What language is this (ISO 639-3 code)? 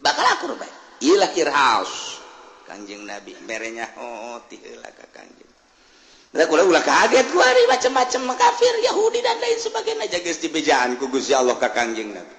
sun